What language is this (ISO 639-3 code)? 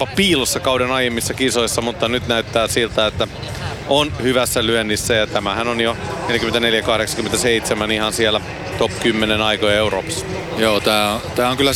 fin